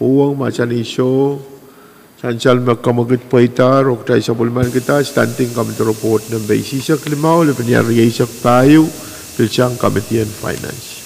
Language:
Pohnpeian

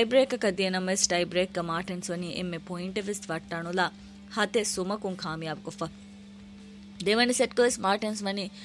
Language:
Divehi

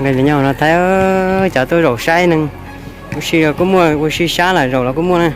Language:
Hmong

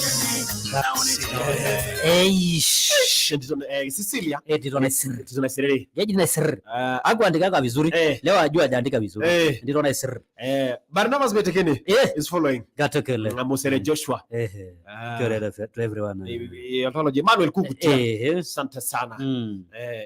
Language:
Masai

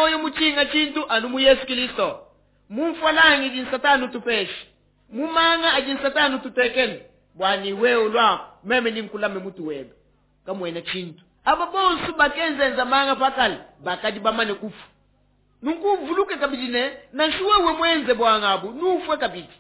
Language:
Luba-Lulua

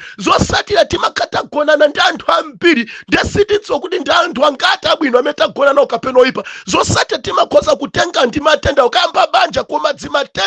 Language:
Nyanja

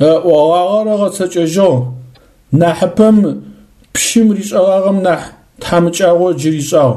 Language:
Adyghe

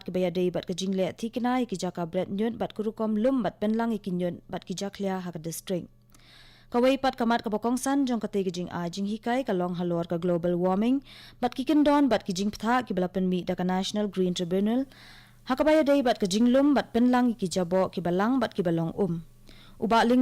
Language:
Khasi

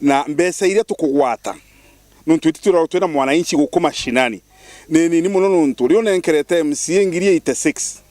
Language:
Meru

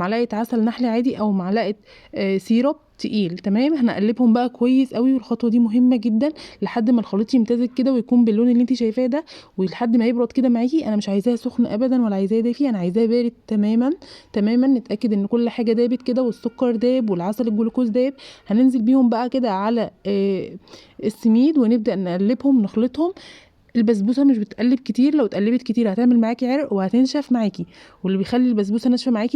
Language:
Egyptian Arabic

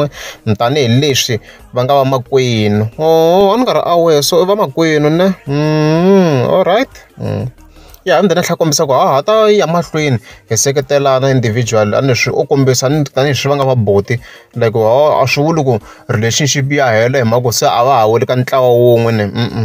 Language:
Tsonga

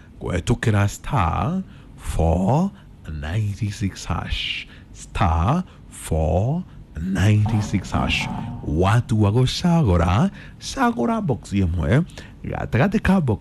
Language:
Kikuyu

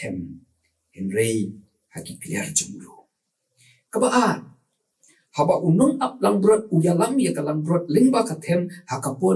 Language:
Khasi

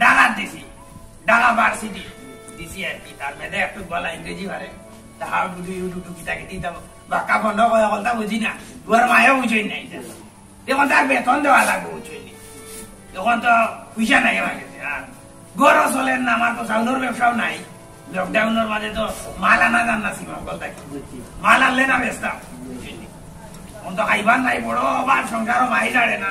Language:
Sylheti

